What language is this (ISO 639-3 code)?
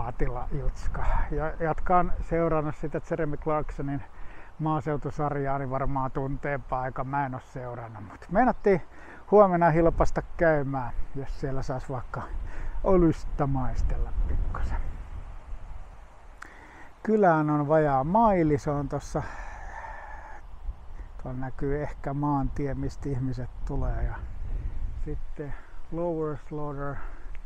fin